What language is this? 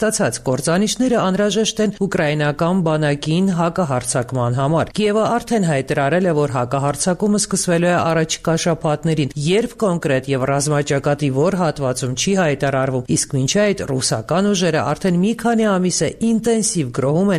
Armenian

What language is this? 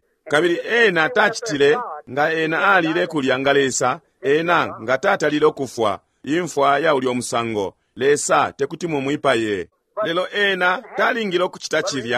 Bemba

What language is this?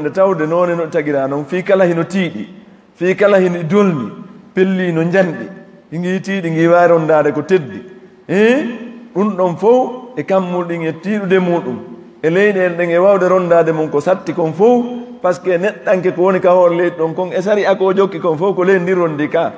Fula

